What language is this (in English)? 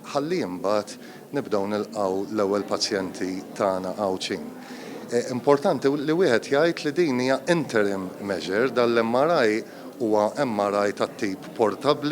Maltese